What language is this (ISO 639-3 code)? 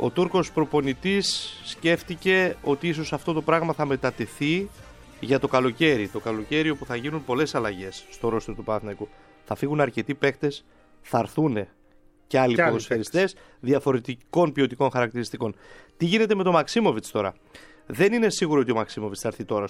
ell